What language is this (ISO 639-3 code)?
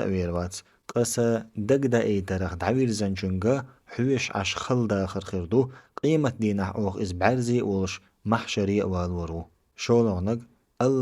che